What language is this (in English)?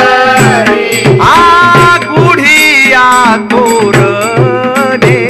Marathi